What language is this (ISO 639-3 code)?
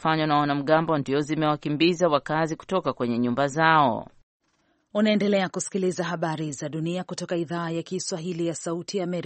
swa